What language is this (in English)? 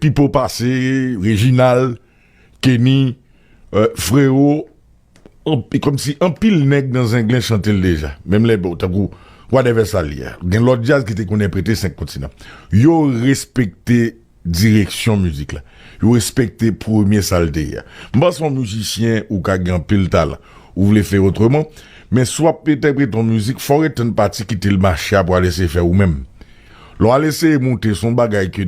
Haitian Creole